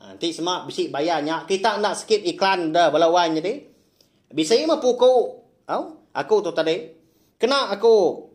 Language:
Iban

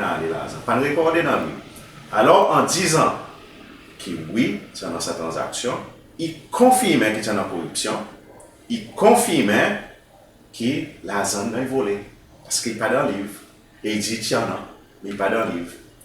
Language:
Seselwa Creole French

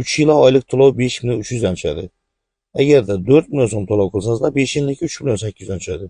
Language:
Uzbek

